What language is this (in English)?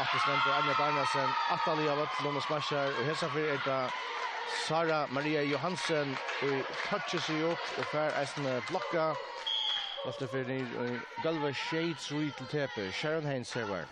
Faroese